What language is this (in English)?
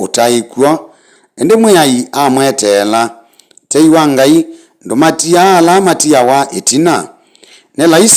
Kamba